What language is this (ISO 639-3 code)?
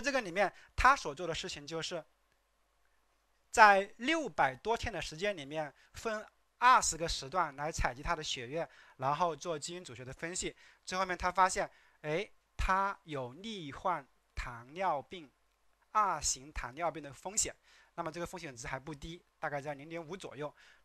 zho